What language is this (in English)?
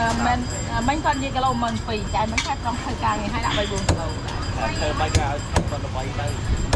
Vietnamese